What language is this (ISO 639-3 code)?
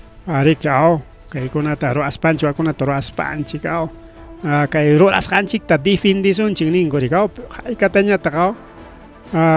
quy